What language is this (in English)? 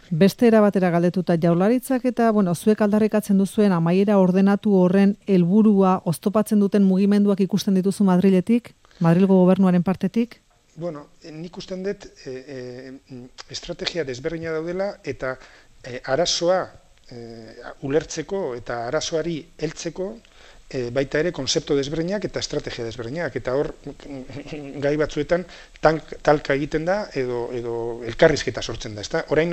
Basque